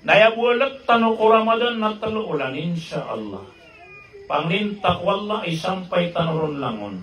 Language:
Maranao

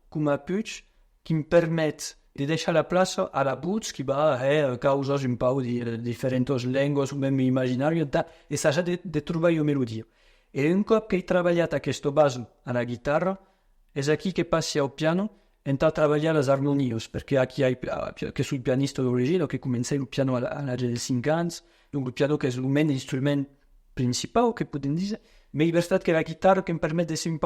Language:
Occitan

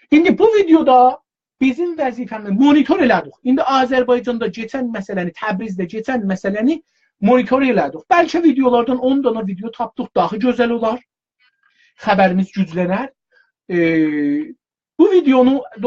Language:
South Azerbaijani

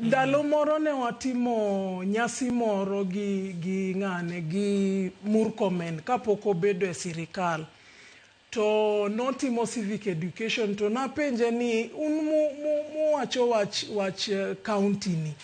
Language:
Luo (Kenya and Tanzania)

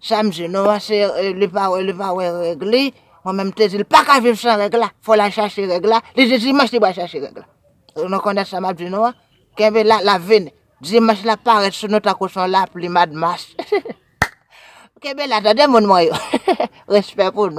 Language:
Haitian Creole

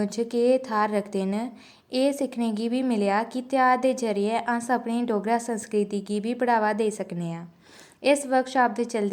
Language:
Dogri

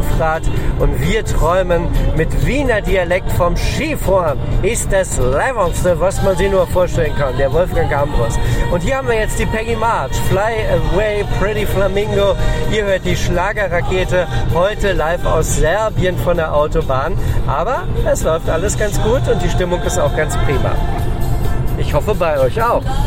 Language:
German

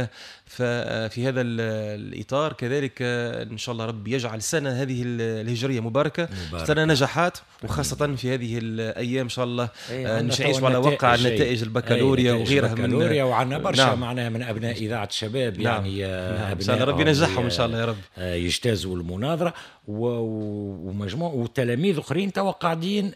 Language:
Tunisian Arabic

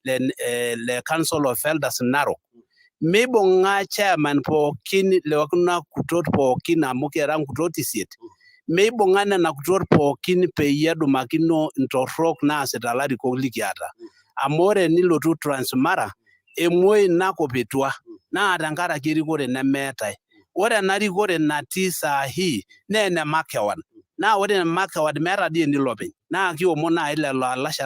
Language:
Masai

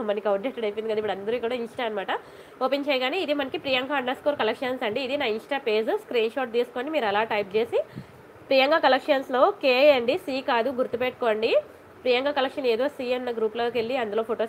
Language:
Telugu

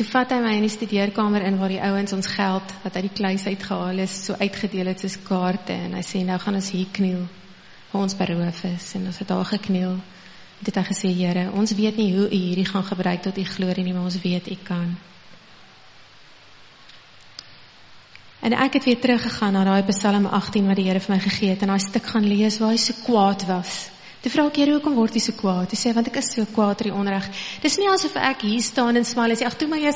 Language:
Afrikaans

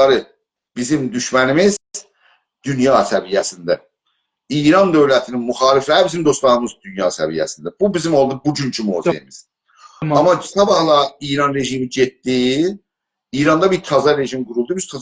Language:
South Azerbaijani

